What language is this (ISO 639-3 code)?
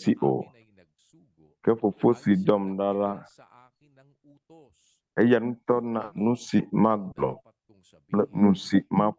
ewe